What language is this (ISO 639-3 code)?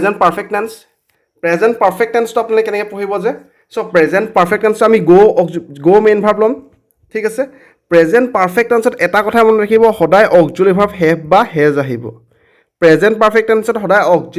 asm